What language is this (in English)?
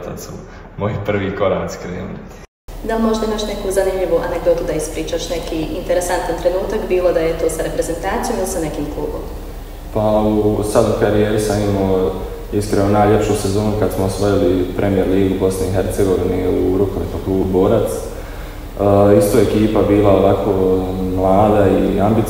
Bosnian